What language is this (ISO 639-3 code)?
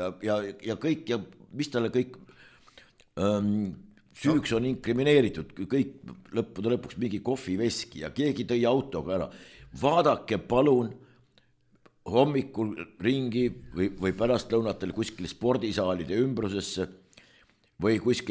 est